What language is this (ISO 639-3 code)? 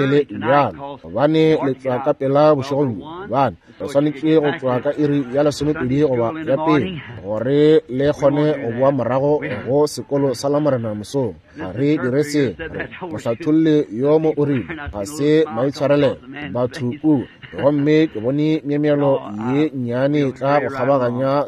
nso